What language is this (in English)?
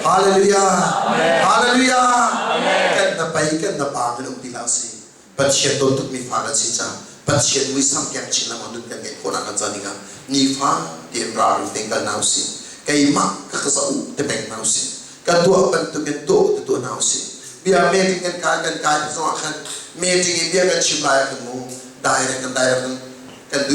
Hakha Chin